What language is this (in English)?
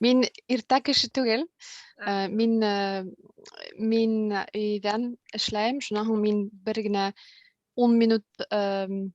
Bashkir